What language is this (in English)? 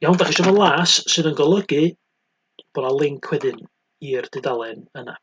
Welsh